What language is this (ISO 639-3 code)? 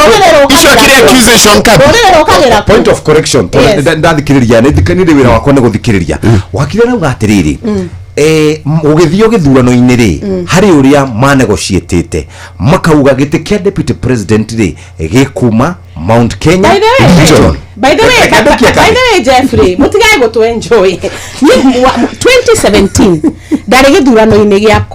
kik